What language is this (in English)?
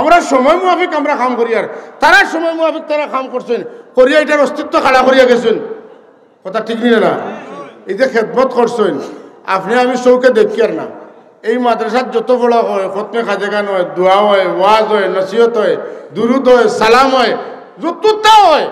Sylheti